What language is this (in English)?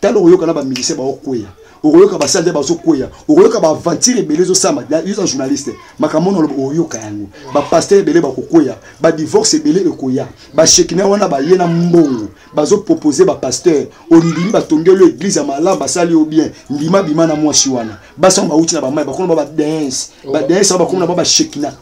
Lingala